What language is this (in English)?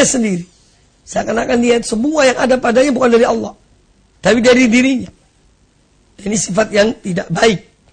Indonesian